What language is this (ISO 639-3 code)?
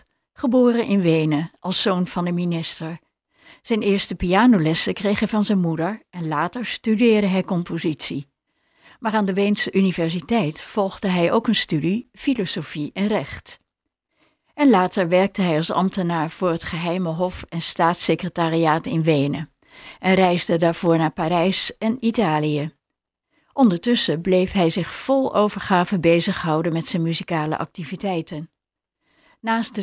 nld